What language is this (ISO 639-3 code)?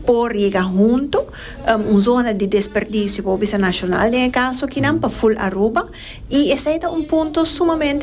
pap